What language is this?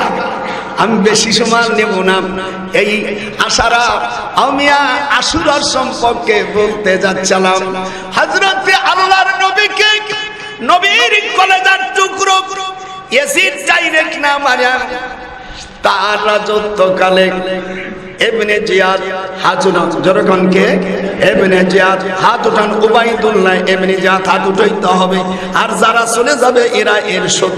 Bangla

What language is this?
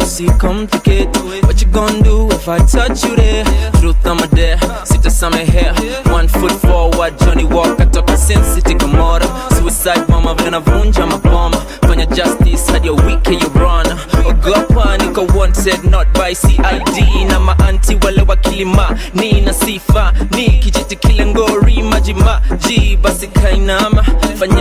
Swahili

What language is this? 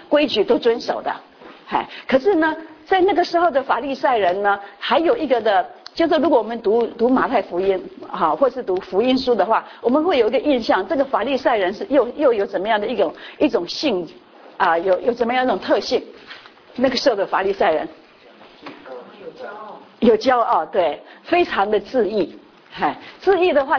Chinese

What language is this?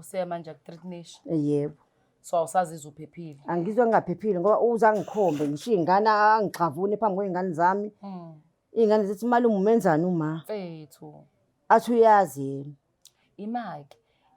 Zulu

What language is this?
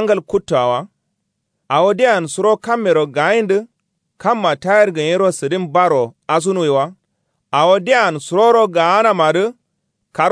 Kanuri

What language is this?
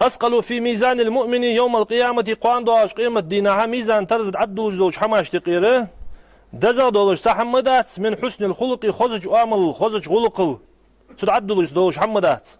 Ingush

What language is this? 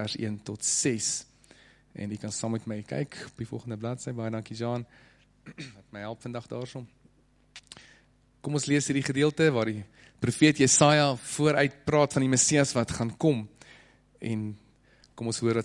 Afrikaans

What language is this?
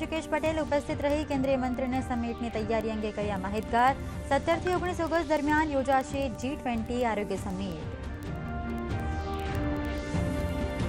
Gujarati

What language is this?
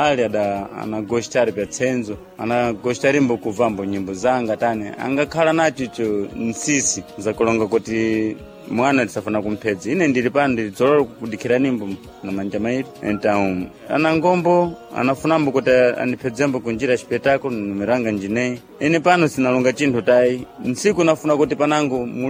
Sena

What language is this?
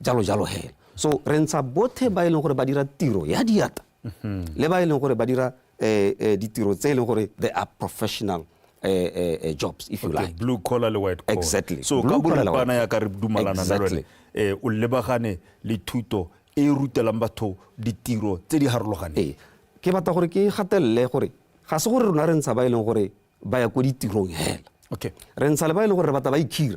Tswana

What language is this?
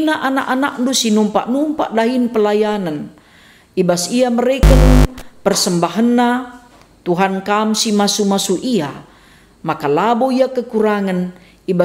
Batak Karo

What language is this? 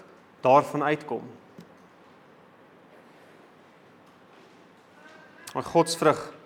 Afrikaans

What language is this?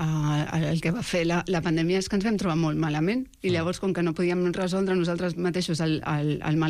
Catalan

